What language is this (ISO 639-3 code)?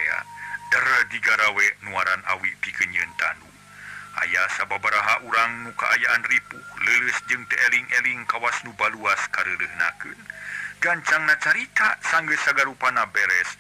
sun